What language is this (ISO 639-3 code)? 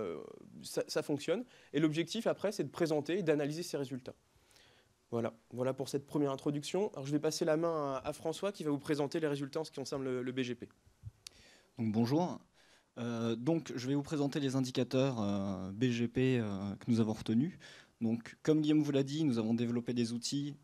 fra